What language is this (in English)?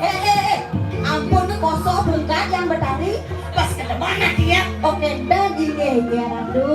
Balinese